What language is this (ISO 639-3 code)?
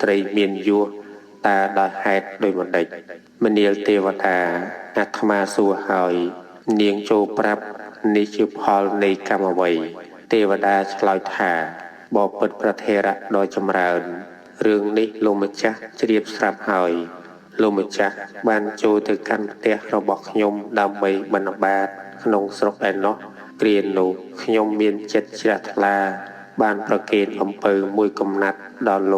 khm